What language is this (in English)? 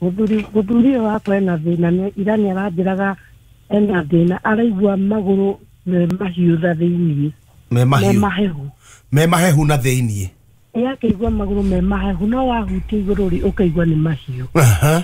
Kikuyu